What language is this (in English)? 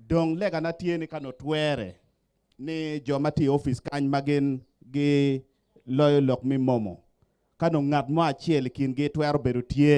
Acoli